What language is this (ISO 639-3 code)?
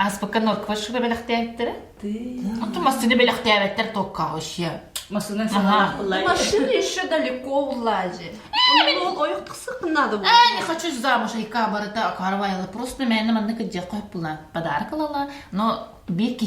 sah